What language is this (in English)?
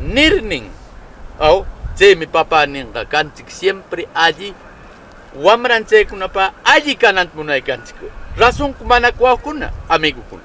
Southern Conchucos Ancash Quechua